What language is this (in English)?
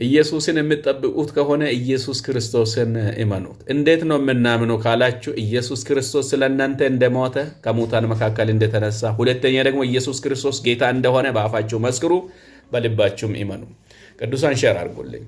Amharic